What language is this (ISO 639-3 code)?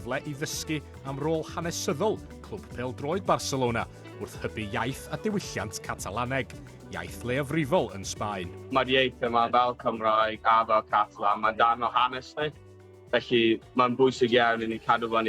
cym